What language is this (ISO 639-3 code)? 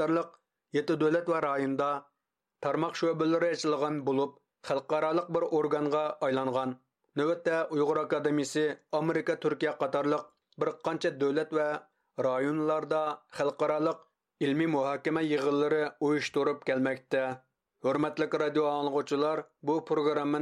uig